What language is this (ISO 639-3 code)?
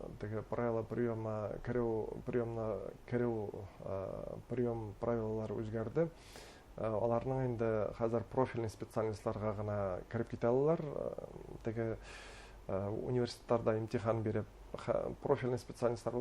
bak